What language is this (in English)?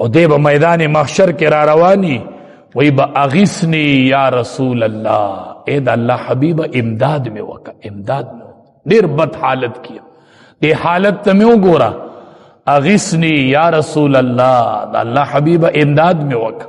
Pashto